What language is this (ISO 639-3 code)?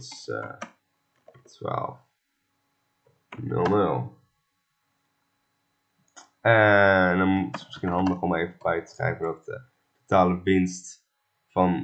nld